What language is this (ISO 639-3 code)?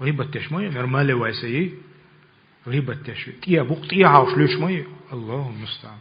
che